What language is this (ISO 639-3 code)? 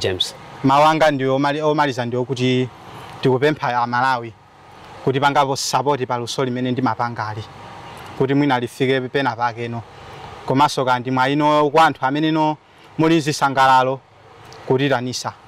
nya